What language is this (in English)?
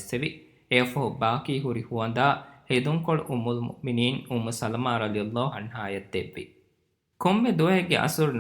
Divehi